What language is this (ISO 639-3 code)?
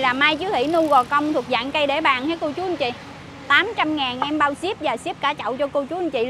vie